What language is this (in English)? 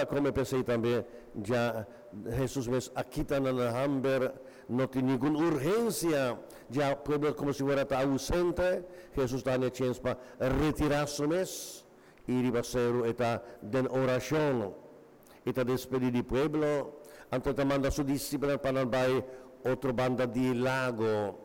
Papiamento